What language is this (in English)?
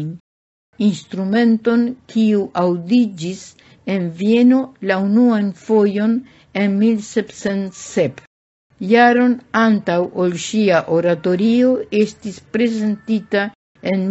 Esperanto